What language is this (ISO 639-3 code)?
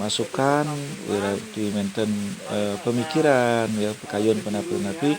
ban